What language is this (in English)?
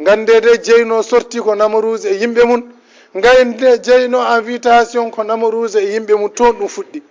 Fula